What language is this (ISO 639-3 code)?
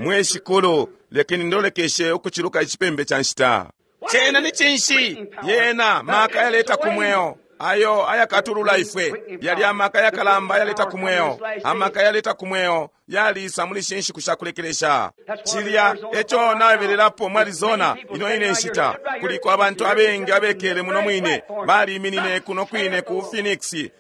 bem